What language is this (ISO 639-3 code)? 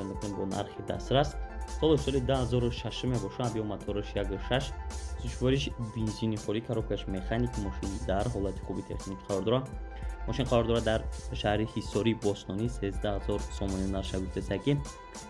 tgk